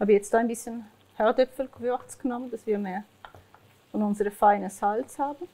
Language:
Swiss German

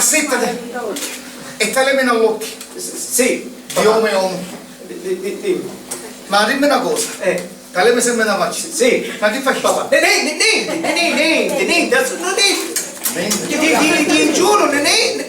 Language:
Sicilian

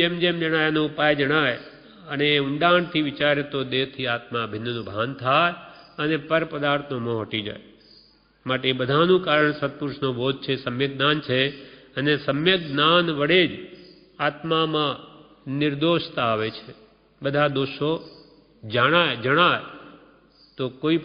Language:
Gujarati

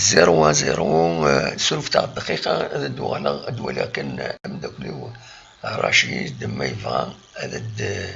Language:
Kabyle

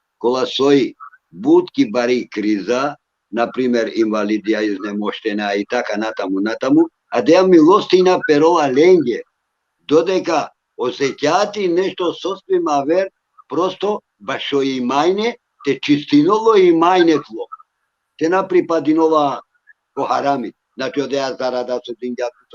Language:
Balkan Romani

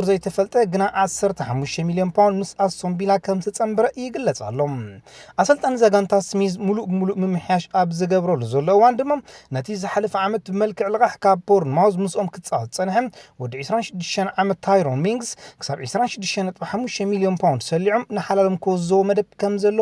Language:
Tigrinya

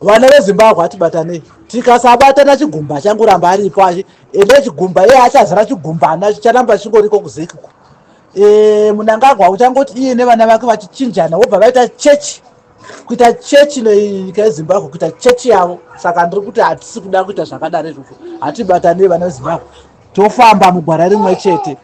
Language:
Shona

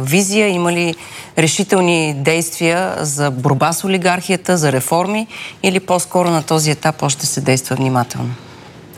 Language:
Bulgarian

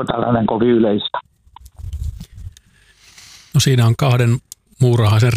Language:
Finnish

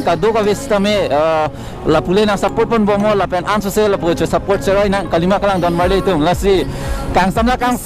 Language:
Karbi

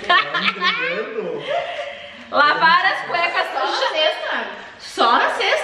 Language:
Portuguese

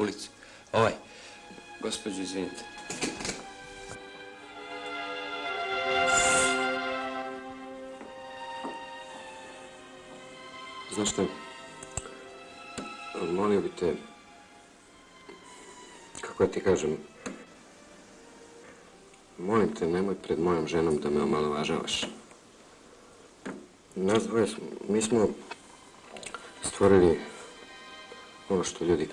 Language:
Croatian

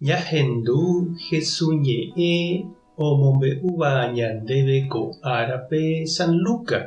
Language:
Guarani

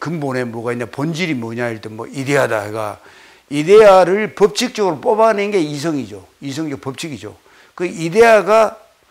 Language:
Korean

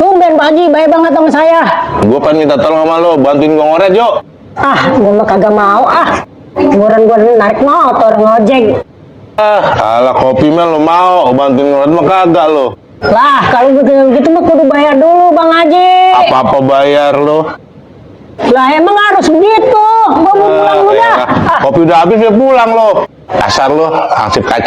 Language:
Betawi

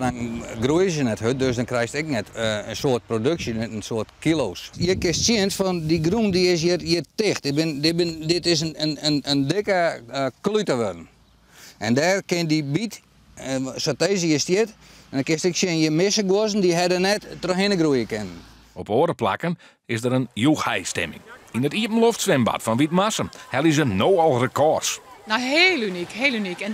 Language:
Western Frisian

